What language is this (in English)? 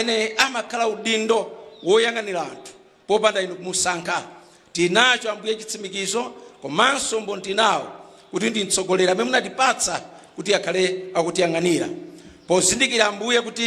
Nyanja